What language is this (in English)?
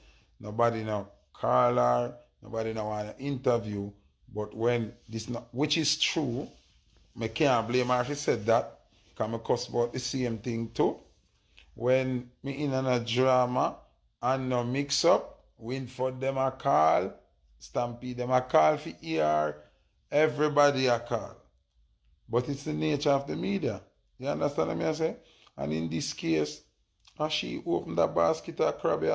Jamaican Creole English